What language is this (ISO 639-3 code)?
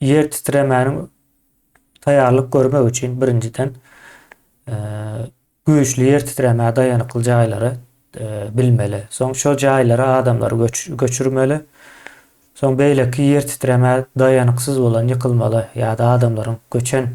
tuk